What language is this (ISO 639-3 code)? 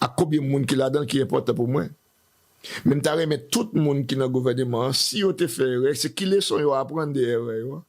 hat